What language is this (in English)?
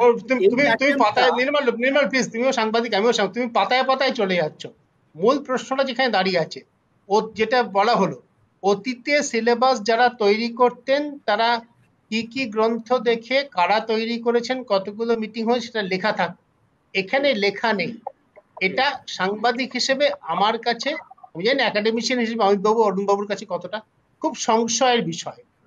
Bangla